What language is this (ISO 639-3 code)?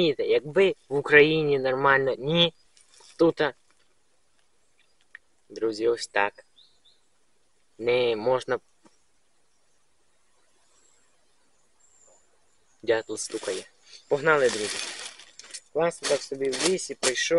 ukr